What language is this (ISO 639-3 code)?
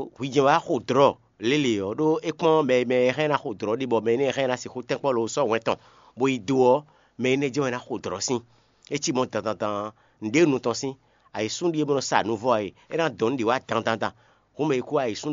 fon